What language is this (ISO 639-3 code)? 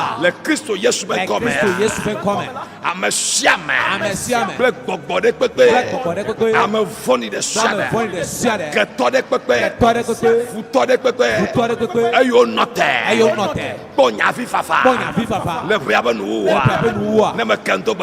ewe